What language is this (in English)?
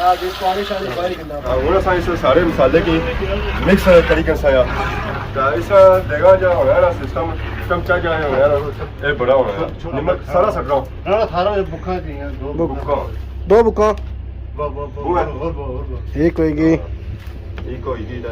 Pahari-Potwari